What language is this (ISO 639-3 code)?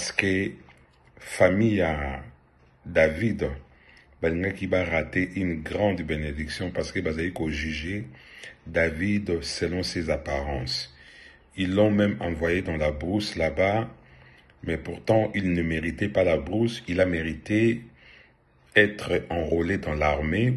lin